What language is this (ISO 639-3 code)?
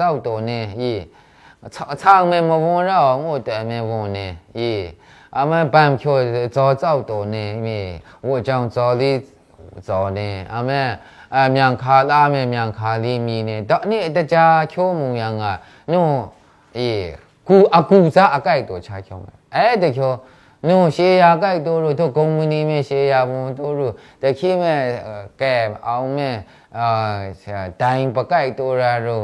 mhx